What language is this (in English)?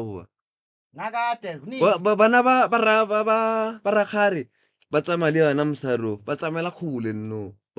Northern Sotho